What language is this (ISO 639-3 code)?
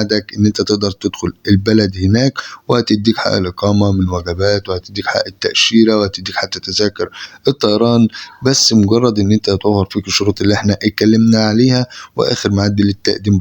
arz